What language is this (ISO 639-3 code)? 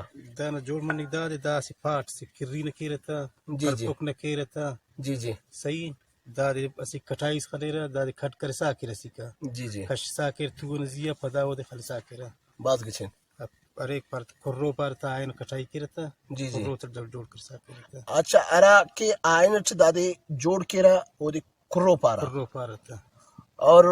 brh